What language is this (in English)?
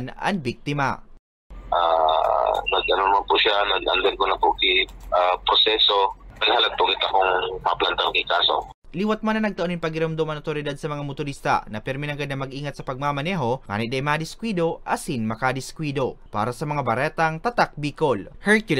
Bikol